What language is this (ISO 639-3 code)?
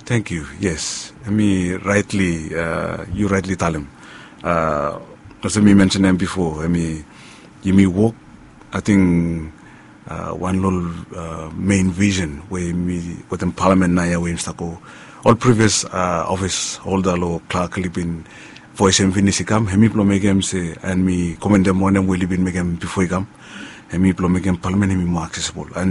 bis